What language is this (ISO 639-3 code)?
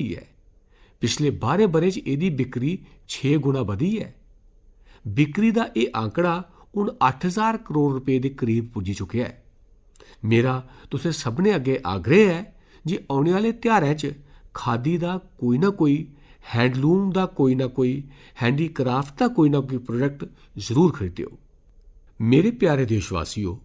doi